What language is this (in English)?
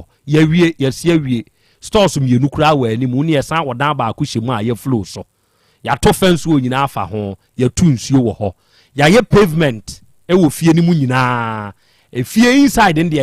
Akan